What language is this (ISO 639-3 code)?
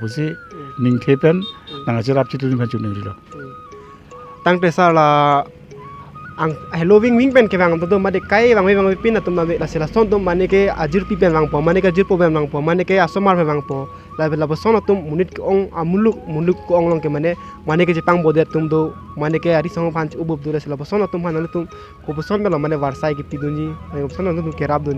mjw